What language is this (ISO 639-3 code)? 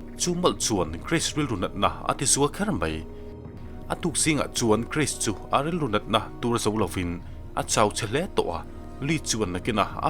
lus